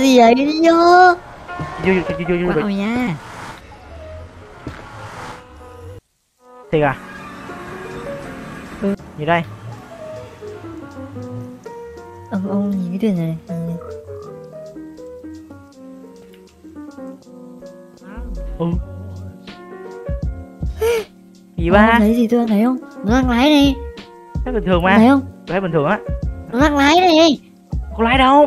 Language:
Vietnamese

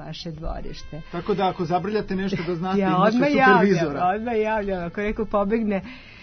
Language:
Serbian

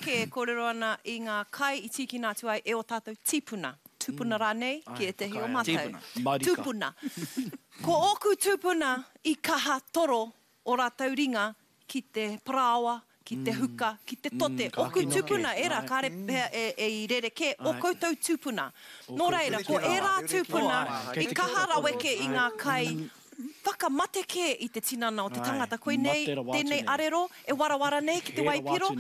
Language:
Māori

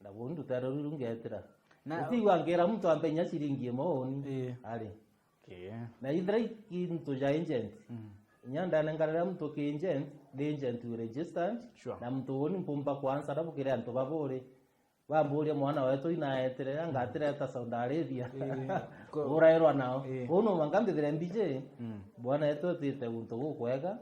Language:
Meru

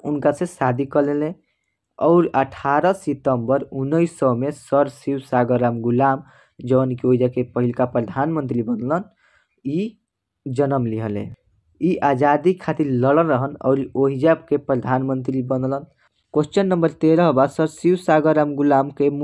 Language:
Bhojpuri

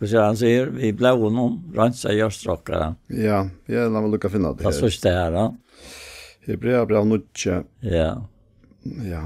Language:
Faroese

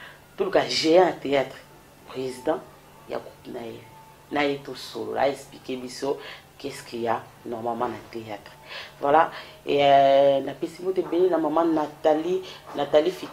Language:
Lingala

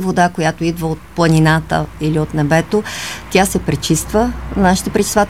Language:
Bulgarian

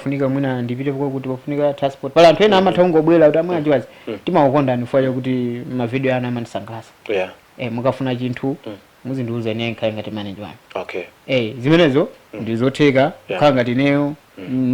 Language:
Nyanja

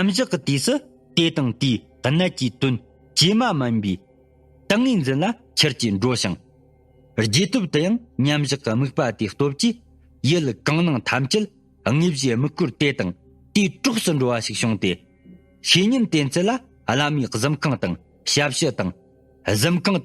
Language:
Tibetan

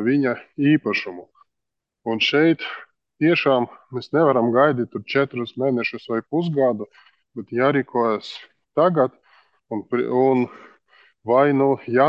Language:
Latvian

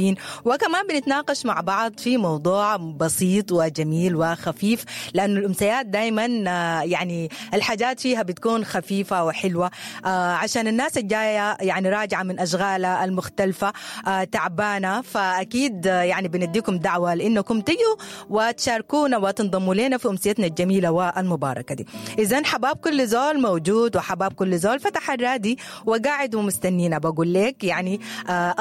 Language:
Sudanese Arabic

